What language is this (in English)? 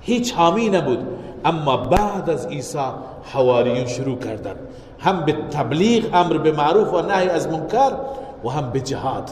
Persian